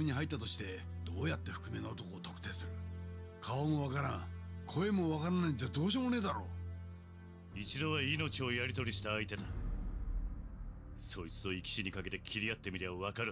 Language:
Japanese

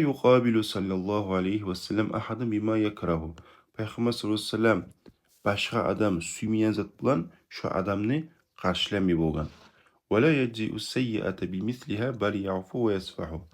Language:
Kumyk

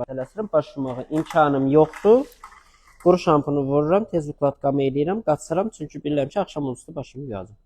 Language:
Azerbaijani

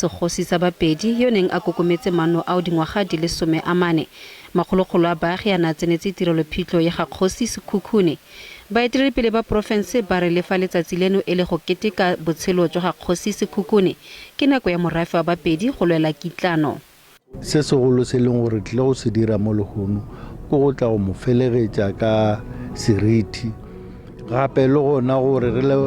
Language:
Tswana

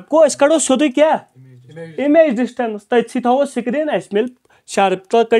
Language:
Kashmiri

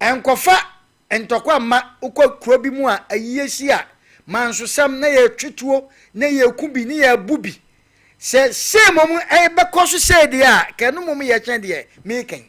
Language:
Akan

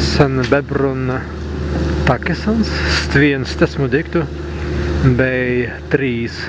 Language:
Prussian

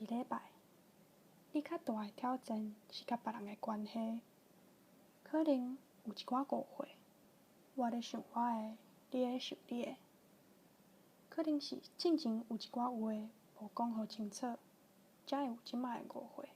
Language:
Min Nan Chinese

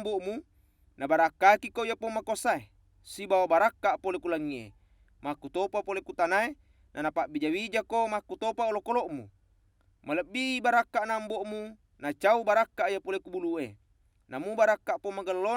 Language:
Buginese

